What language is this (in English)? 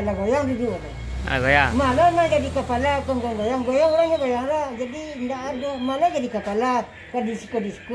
Minangkabau